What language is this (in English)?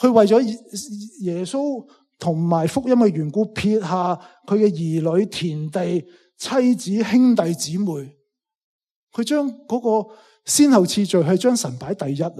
Cantonese